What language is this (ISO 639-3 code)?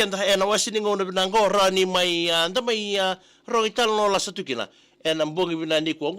fij